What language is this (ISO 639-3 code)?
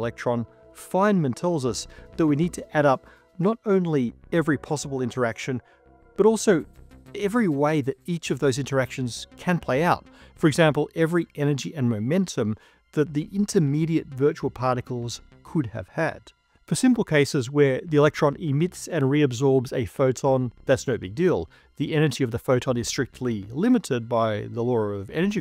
eng